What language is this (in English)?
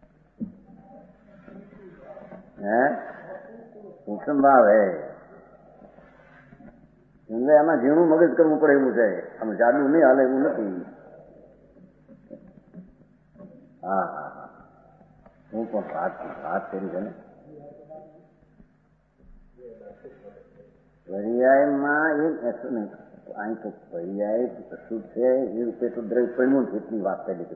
Gujarati